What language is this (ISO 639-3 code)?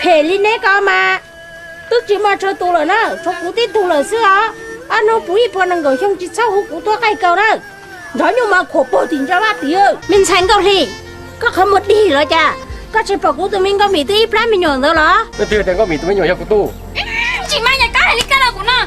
hmn